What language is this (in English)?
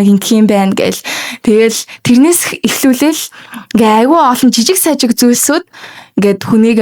Mongolian